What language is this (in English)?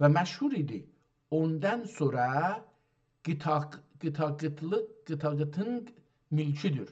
South Azerbaijani